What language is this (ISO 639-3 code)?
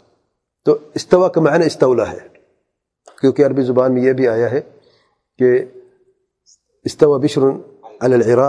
urd